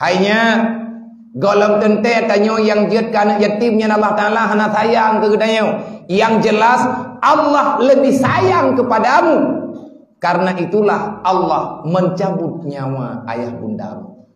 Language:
Achinese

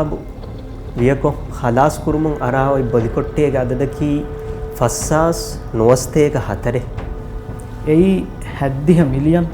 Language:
Divehi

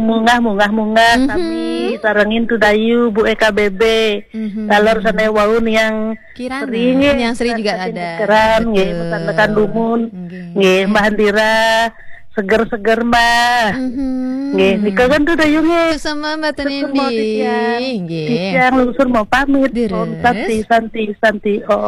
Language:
Balinese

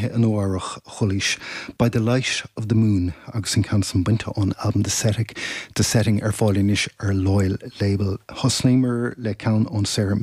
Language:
Irish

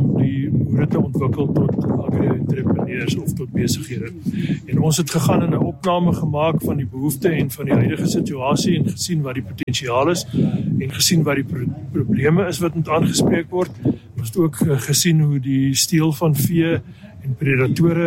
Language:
Afrikaans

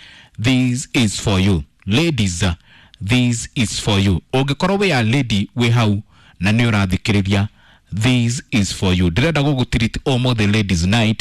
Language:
Kikuyu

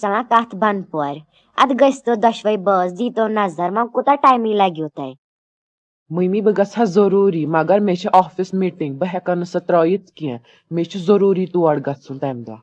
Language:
Kashmiri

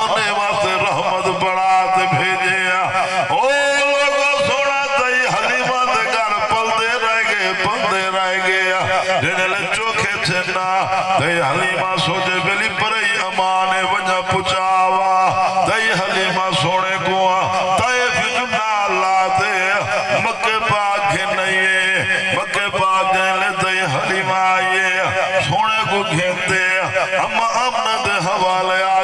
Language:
Saraiki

